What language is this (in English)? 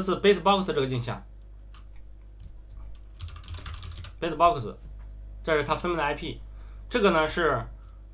Chinese